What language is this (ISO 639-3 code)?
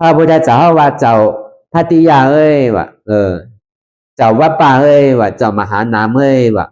shn